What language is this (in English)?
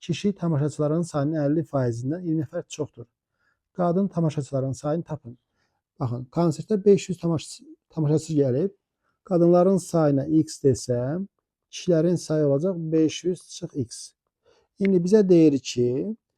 Azerbaijani